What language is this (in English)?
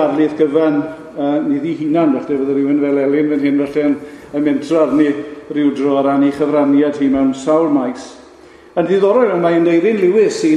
Welsh